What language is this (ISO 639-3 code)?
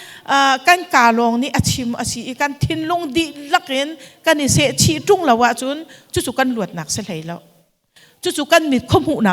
cnh